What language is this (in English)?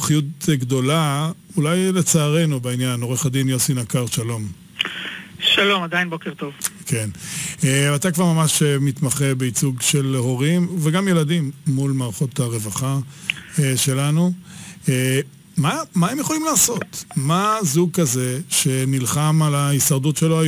Hebrew